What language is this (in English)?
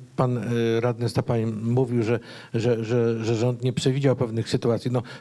Polish